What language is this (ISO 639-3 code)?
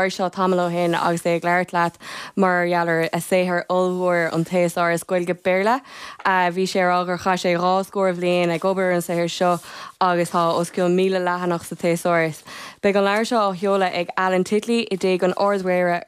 gle